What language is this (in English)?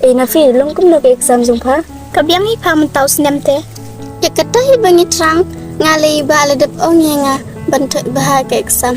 Khasi